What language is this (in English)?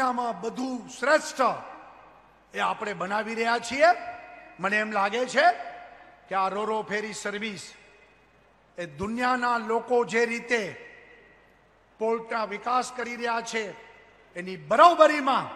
Gujarati